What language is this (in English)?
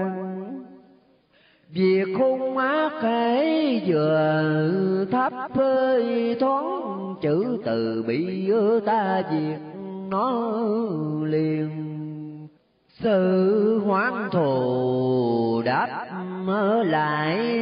Vietnamese